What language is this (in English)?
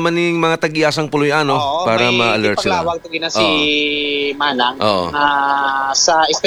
Hiligaynon